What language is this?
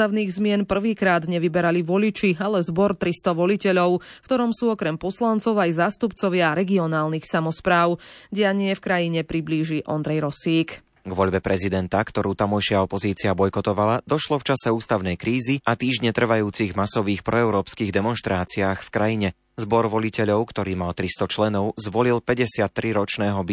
Slovak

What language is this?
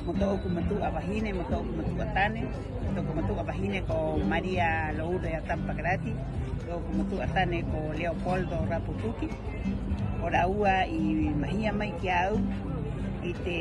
Rapanui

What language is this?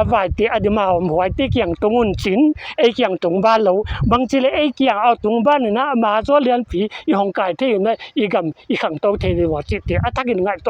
Paite Chin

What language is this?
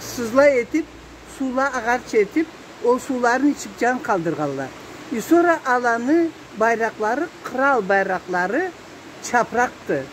Karachay-Balkar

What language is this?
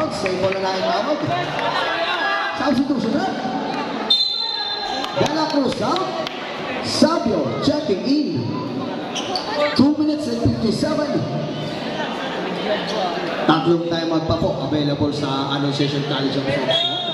Filipino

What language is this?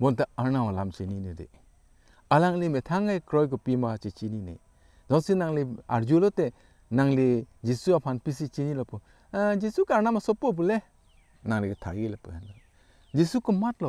Karbi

